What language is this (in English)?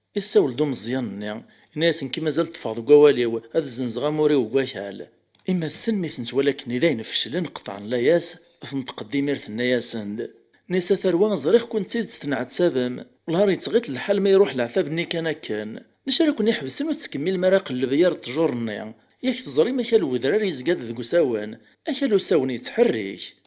Kabyle